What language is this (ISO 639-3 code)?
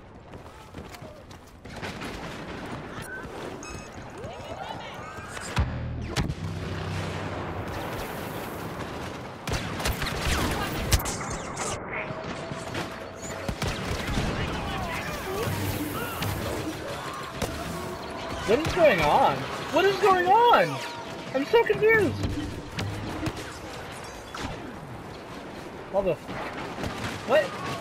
eng